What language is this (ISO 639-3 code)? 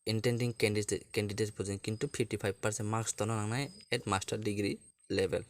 trp